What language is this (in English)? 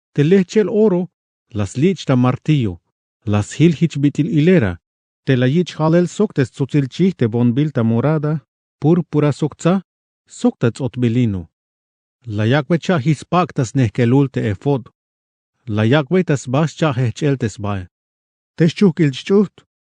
Tzeltal